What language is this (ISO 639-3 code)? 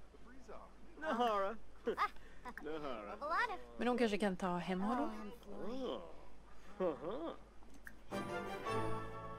swe